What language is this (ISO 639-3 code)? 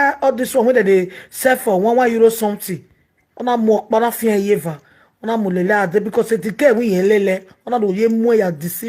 pcm